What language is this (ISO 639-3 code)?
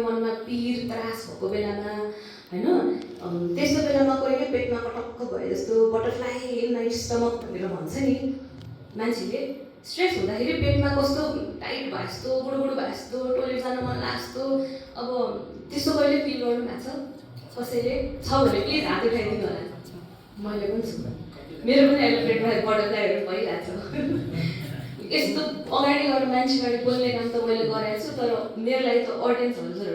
nep